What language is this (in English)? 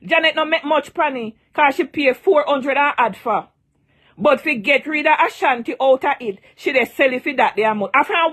Jamaican Creole English